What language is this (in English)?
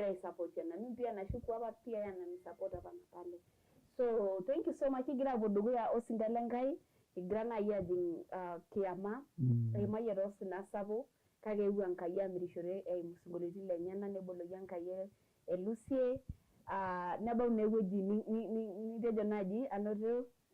Masai